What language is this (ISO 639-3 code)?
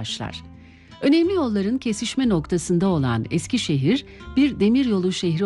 tur